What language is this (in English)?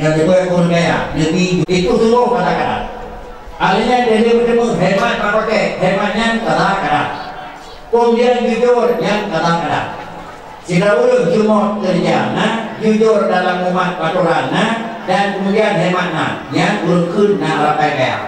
Achinese